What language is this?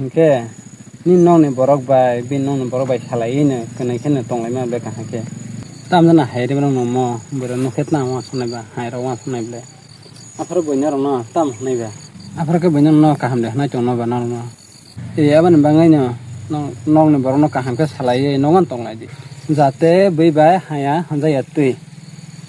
Kok Borok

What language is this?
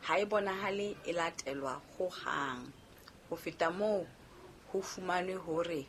Southern Sotho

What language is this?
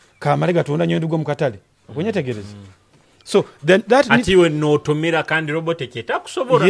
Nyoro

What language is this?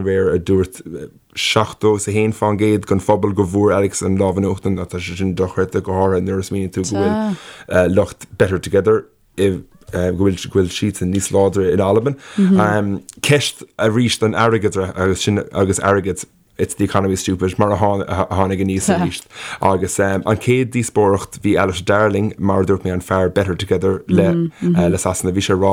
Irish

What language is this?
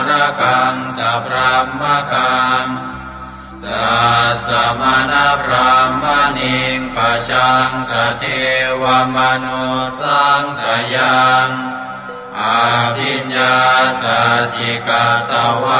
Pali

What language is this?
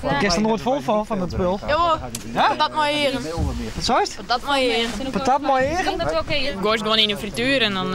Western Frisian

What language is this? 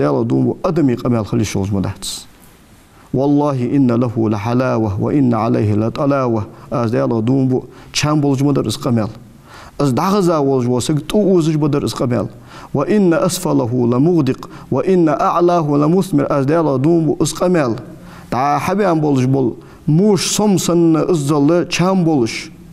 Ingush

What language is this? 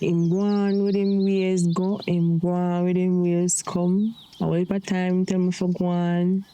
Jamaican Creole English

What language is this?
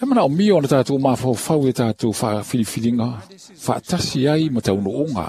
Samoan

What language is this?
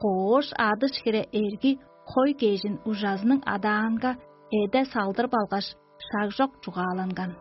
Tuvinian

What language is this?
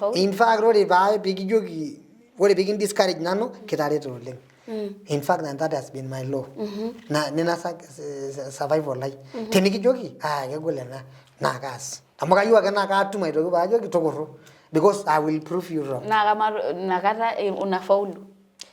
Masai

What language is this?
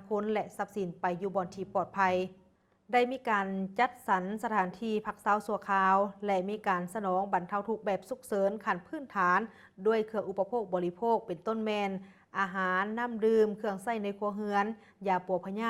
Lao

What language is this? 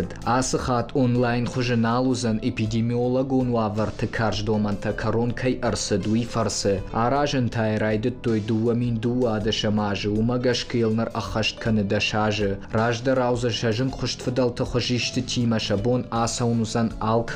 Ossetic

